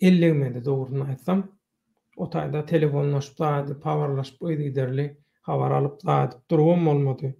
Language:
Turkmen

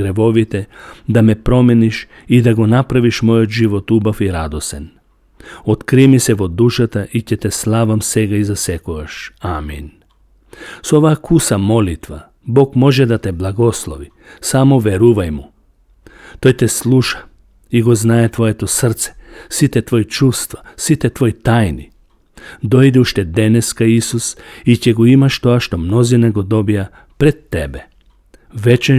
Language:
Macedonian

